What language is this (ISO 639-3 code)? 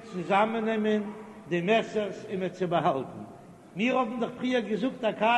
yid